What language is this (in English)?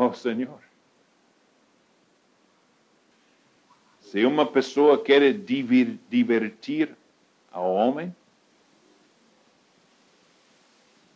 Portuguese